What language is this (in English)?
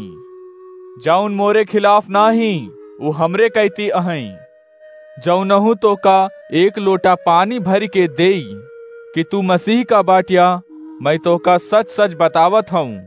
Awadhi